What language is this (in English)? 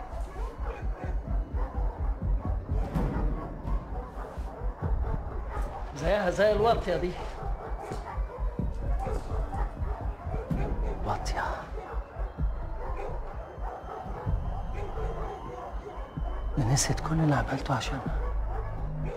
Egyptian Arabic